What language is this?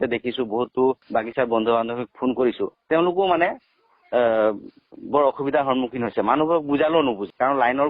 Assamese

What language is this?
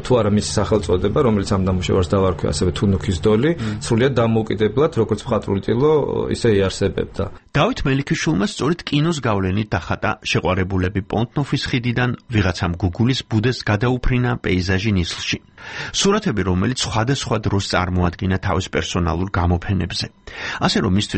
Georgian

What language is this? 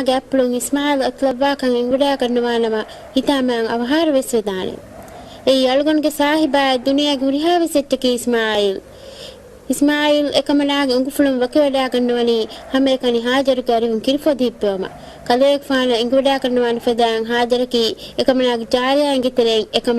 Divehi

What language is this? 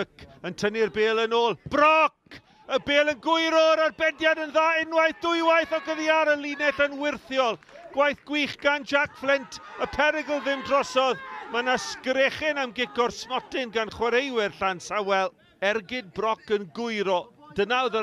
Welsh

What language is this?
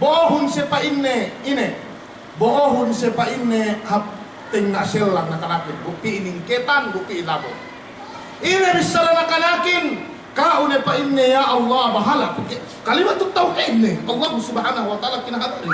Yakan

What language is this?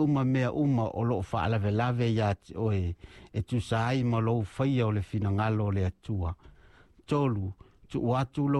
Samoan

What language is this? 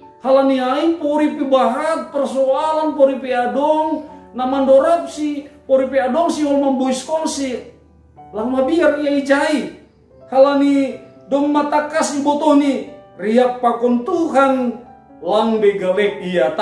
Batak Simalungun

